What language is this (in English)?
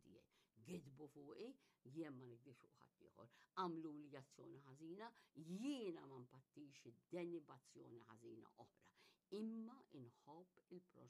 Maltese